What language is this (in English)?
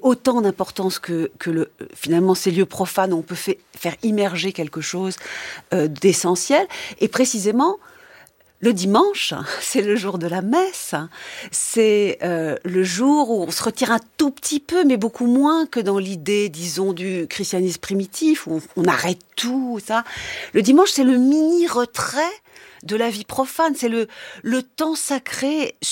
French